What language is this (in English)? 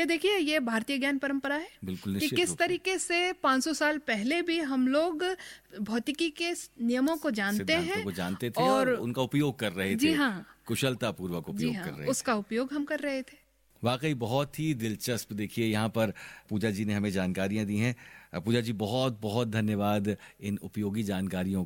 Hindi